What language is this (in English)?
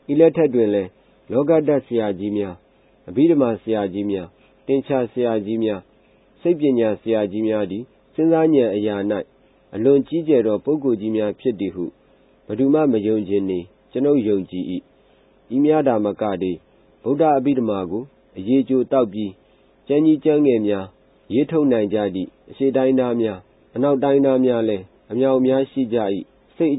Burmese